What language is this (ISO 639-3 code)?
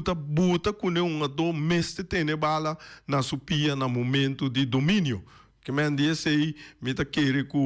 pap